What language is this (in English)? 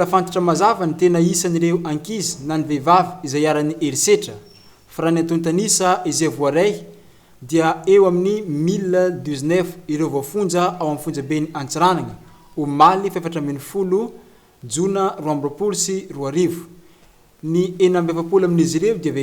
Malagasy